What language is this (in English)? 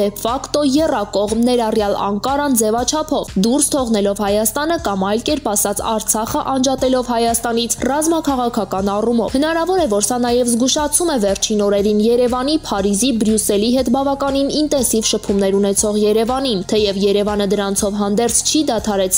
Armenian